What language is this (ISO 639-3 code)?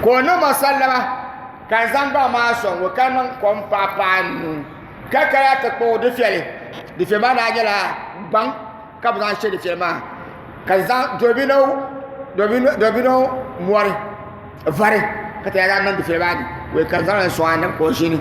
dag